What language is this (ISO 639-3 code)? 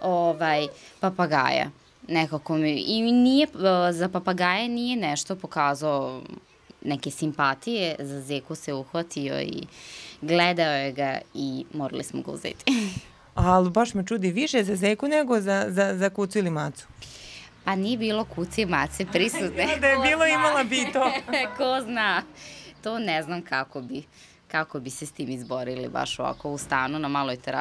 srp